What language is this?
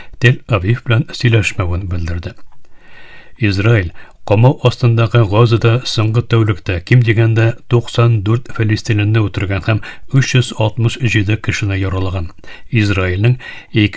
Tatar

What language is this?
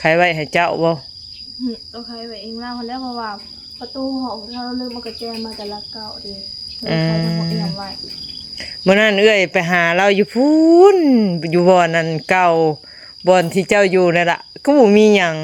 Northeastern Thai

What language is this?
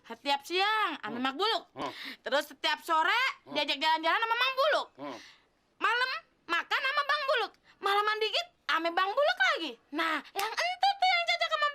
Betawi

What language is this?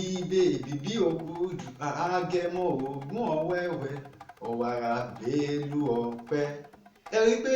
Yoruba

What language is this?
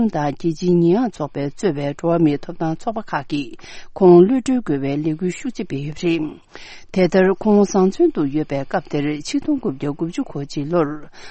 Tibetan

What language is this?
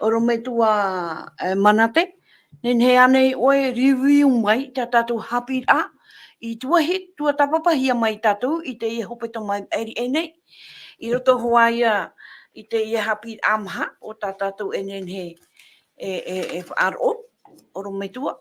Tahitian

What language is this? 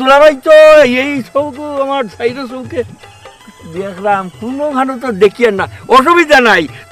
Sylheti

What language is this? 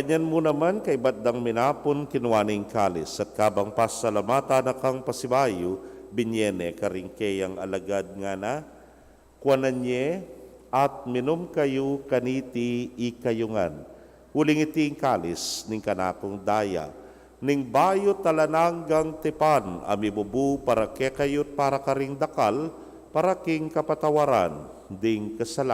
Pampanga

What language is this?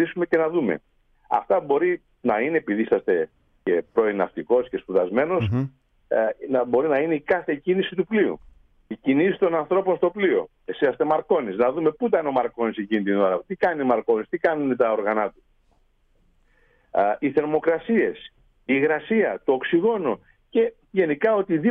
Greek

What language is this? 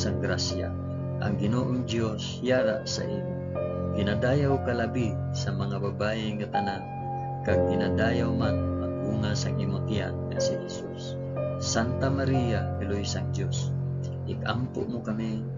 Hiligaynon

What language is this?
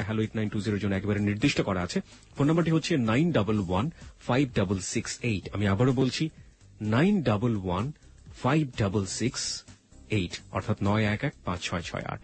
Bangla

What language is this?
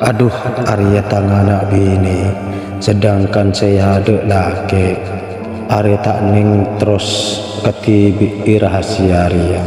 Madurese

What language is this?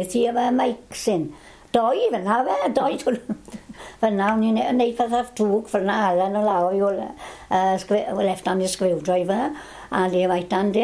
Welsh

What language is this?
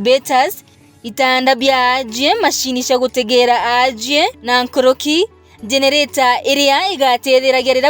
Meru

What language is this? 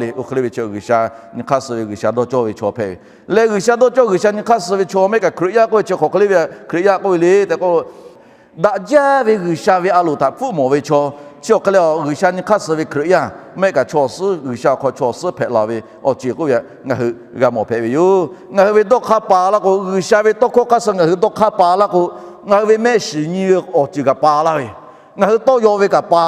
Lahu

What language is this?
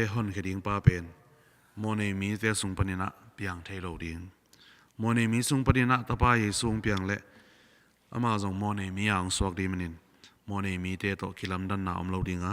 Tedim Chin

